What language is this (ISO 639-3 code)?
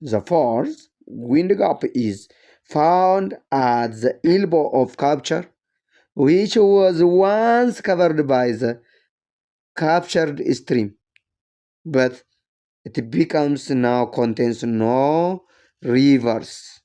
eng